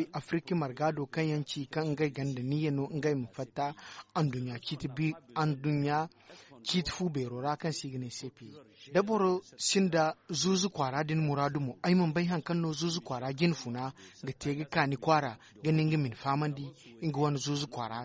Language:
Zarma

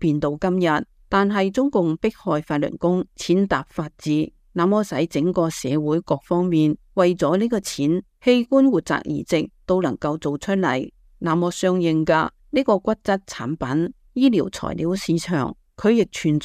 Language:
Cantonese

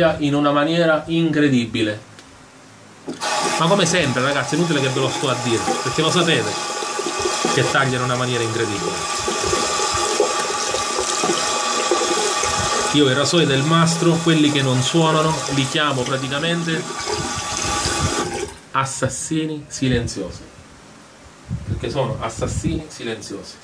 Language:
Italian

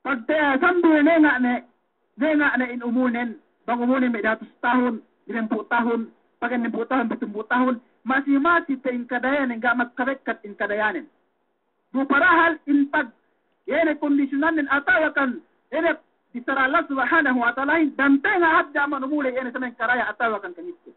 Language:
Yakan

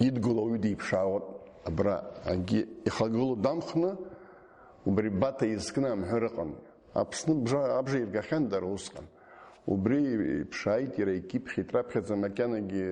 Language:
Abkhazian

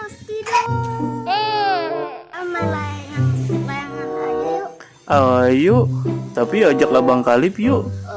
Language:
Betawi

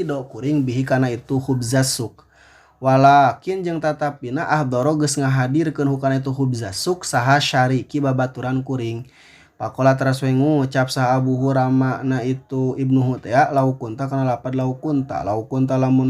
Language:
Sundanese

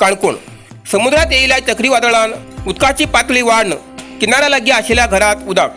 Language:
Konkani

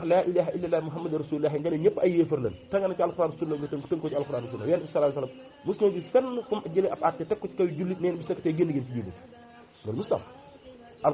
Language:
Wolof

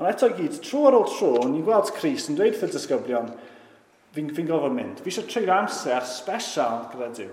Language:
Welsh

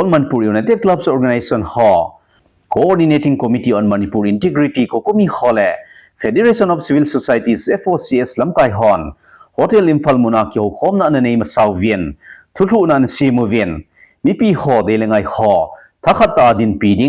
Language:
Thado Chin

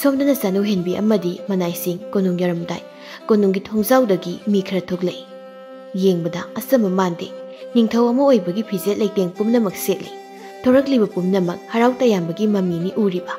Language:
Manipuri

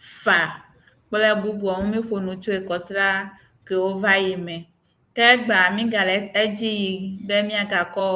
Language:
Ewe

